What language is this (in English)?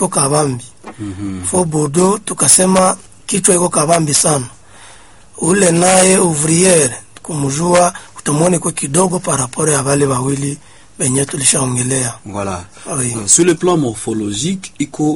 Swahili